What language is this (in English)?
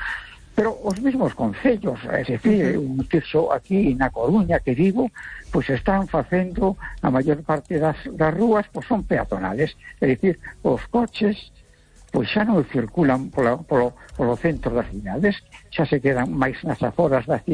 Galician